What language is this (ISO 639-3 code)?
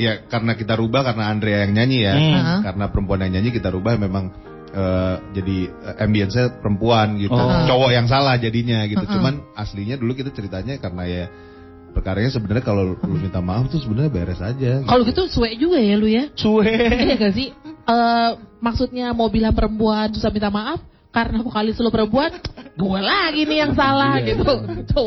ind